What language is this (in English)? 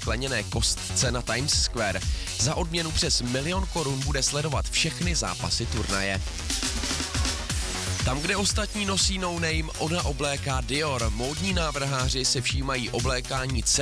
Czech